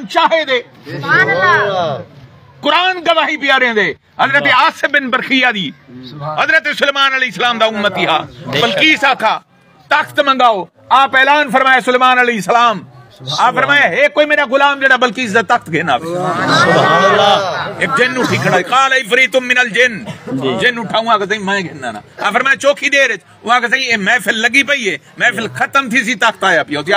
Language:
Saraiki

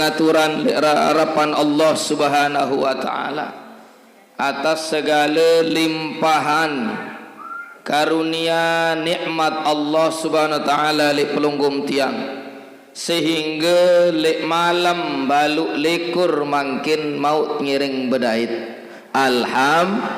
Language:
Sasak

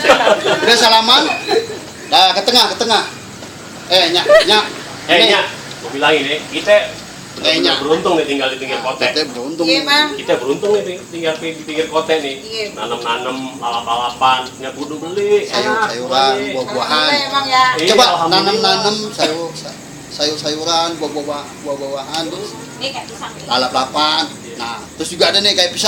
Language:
Betawi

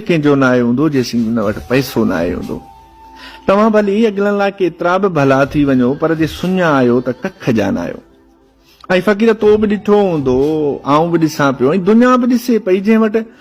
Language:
Sindhi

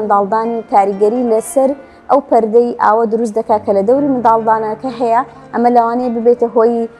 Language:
Central Kurdish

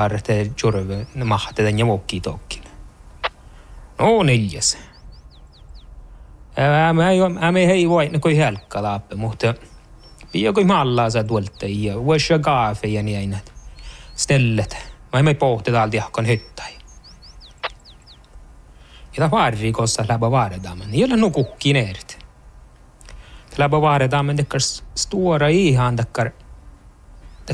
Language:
Northern Sami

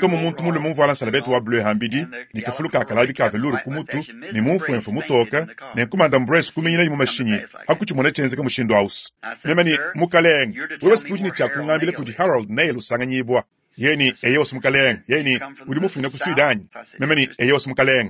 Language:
Luba-Lulua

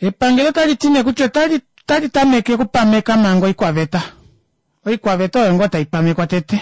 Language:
Kuanyama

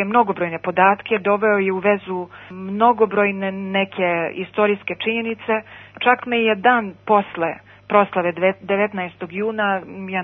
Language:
Serbian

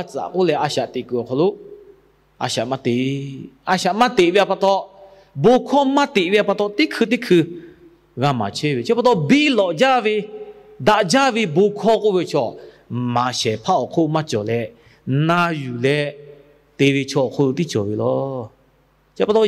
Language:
Lahu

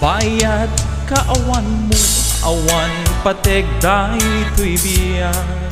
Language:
Iloko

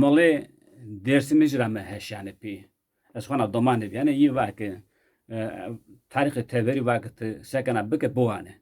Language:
Zaza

